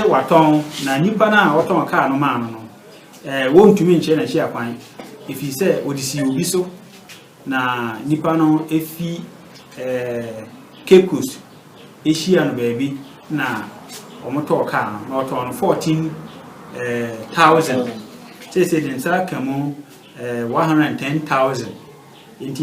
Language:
Akan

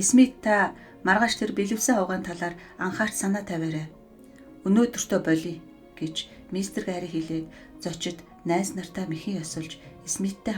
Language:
Mongolian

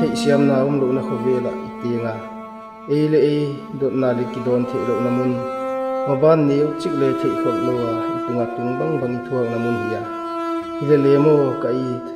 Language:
Paite Chin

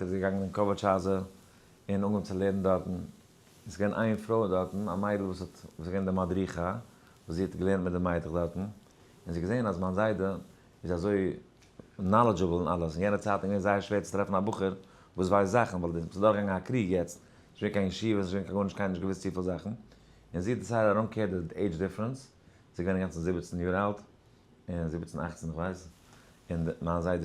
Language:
Yiddish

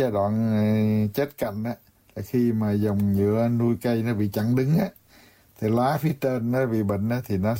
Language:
Vietnamese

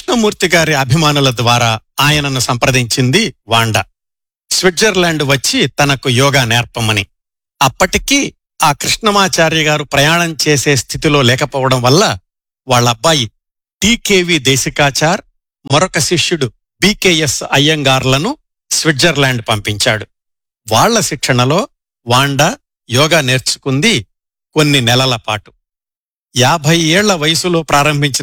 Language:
Telugu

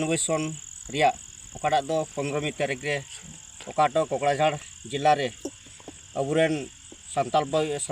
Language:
Santali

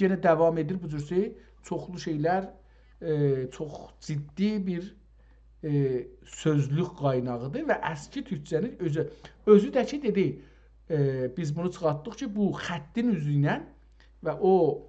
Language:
South Azerbaijani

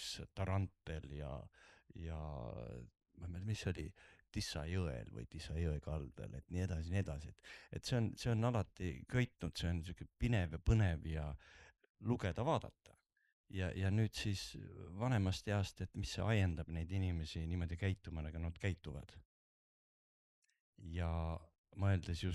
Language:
Estonian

